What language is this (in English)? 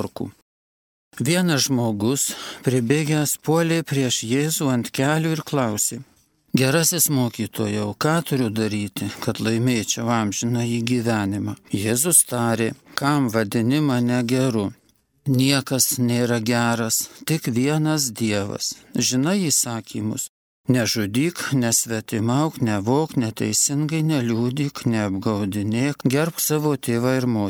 Lithuanian